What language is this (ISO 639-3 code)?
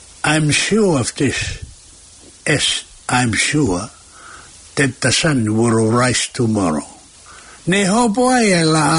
ton